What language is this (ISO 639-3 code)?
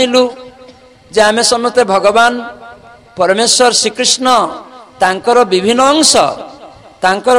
ori